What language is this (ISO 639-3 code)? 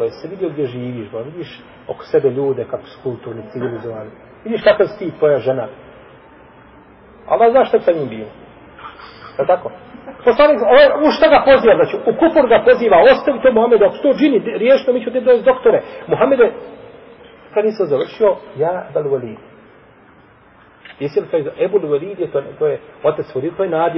bos